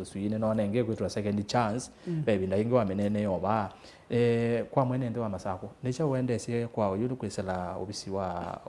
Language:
Kamba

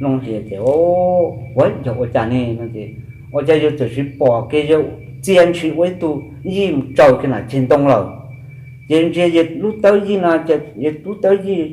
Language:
Hmong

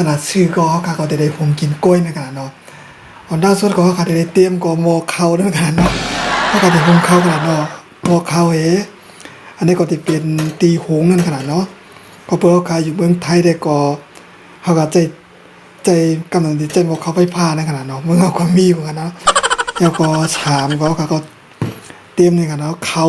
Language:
Shan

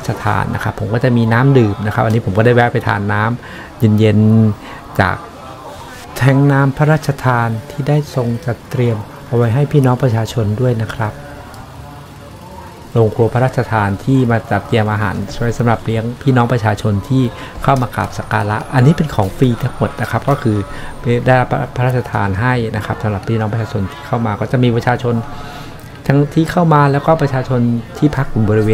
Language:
Thai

